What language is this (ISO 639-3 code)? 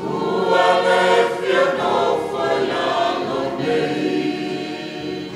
smo